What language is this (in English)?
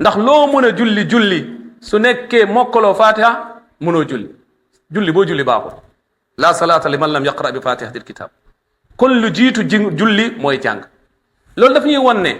Wolof